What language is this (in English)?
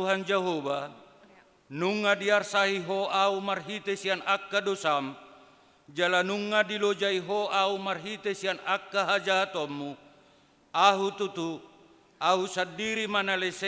Batak Toba